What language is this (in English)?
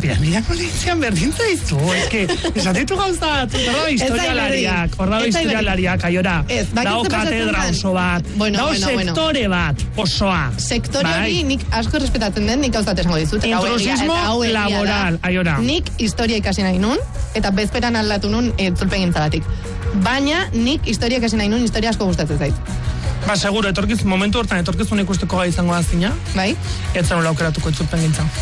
Basque